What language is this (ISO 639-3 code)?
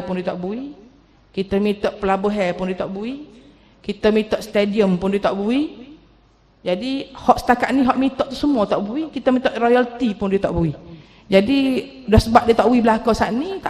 msa